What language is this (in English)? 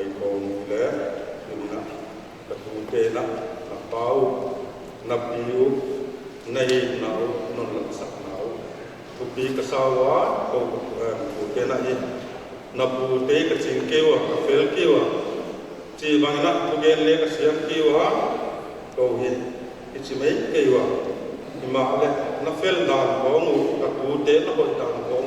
Paite Chin